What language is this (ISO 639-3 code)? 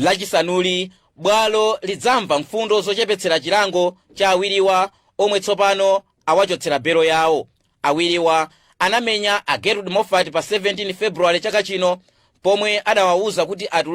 nya